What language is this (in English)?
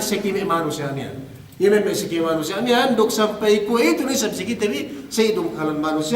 Yakan